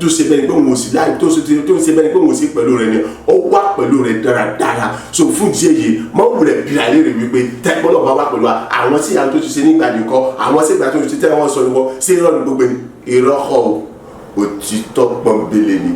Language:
Yoruba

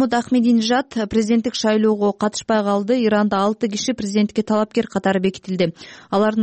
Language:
Kyrgyz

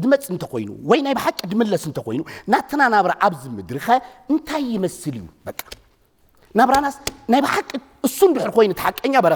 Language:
Tigrinya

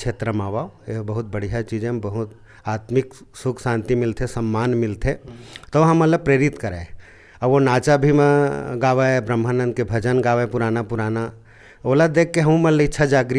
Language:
Chhattisgarhi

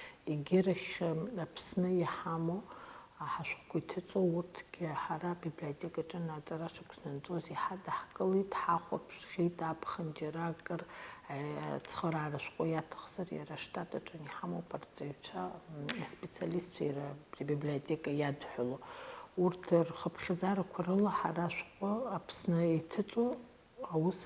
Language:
Abkhazian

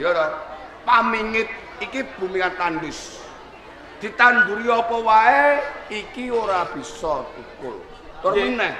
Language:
Javanese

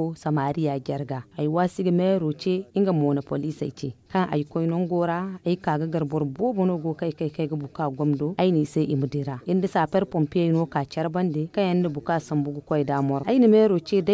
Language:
Zarma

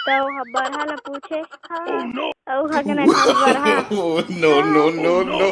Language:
Chhattisgarhi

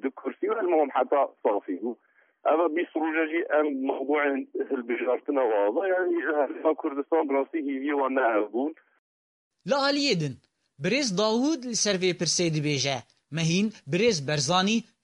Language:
Kurdish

